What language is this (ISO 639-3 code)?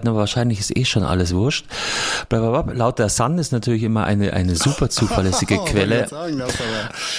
deu